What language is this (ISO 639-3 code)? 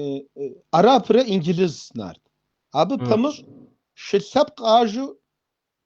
kbd